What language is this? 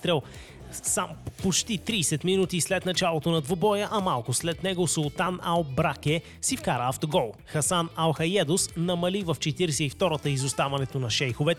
Bulgarian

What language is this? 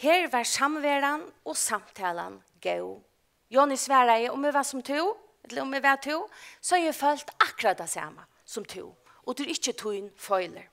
Faroese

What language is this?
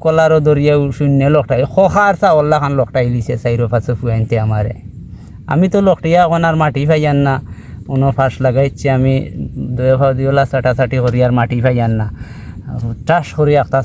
Sylheti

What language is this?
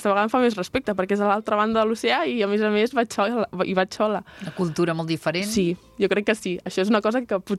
Catalan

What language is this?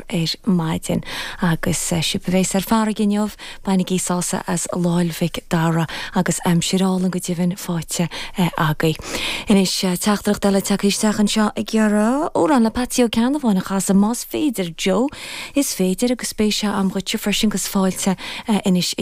Irish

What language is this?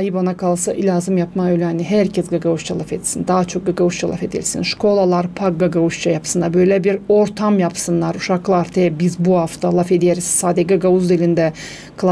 Gagauz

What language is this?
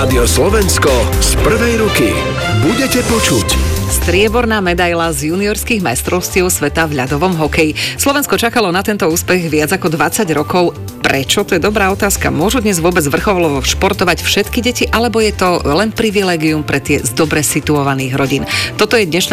Slovak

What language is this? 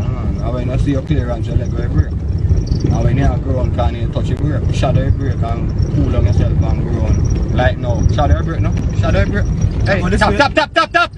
Jamaican Creole English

